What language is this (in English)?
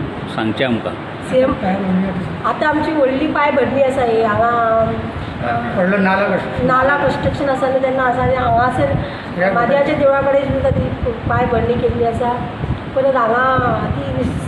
Konkani